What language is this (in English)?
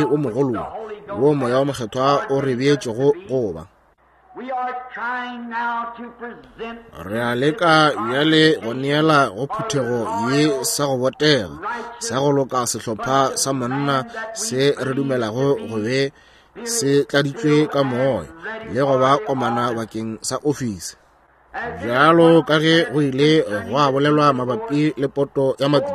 Northern Sotho